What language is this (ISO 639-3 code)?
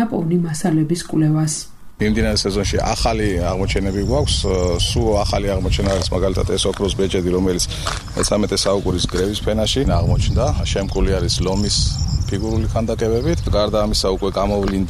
kat